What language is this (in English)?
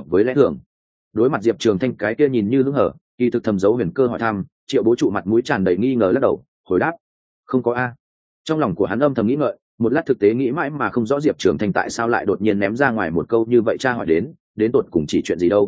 Vietnamese